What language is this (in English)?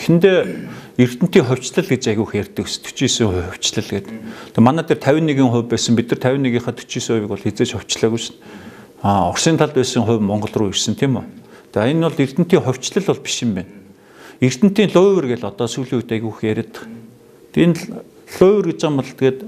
Mongolian